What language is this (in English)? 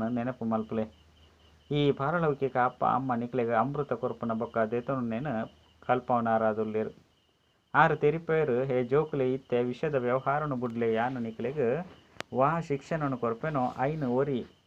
Tulu